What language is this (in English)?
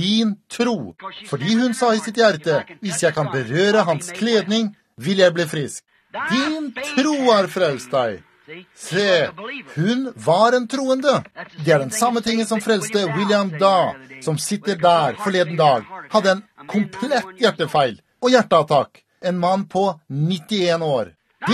Norwegian